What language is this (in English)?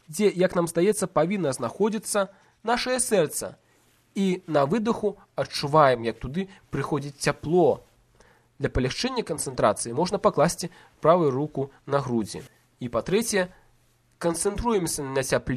Belarusian